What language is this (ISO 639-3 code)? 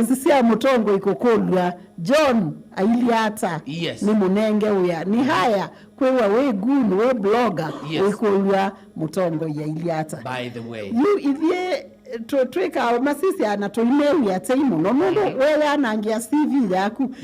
kam